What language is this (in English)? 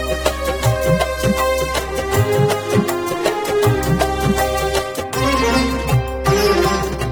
Telugu